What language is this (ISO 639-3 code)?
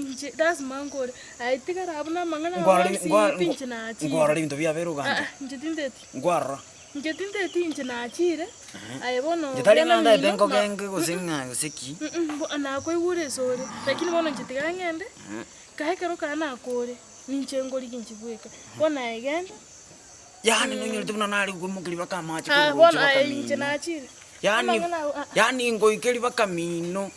guz